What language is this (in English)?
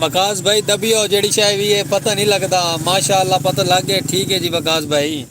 Saraiki